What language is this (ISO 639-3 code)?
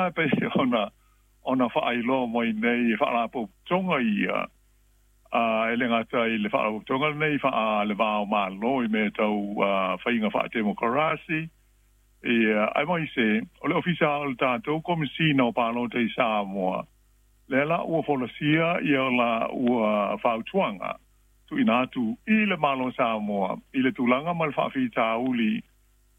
smo